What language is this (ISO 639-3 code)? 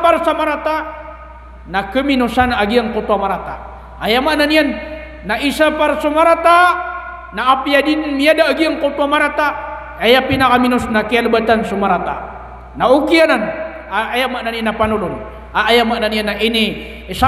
mrw